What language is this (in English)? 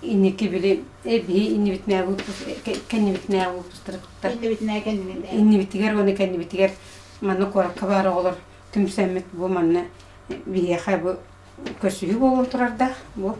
Yakut